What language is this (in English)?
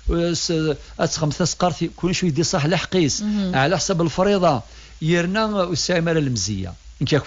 Kabyle